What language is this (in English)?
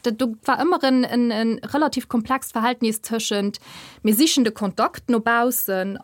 Luxembourgish